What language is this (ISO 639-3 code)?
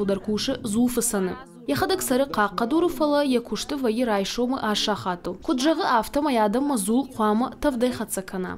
oss